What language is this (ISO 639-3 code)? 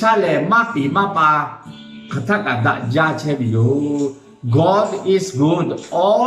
lhu